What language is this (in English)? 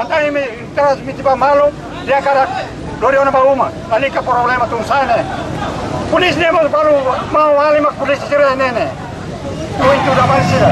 Tetum